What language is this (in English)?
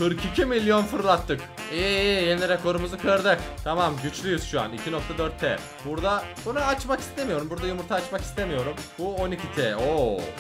Turkish